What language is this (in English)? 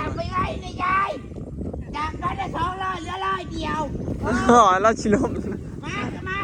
Northeastern Thai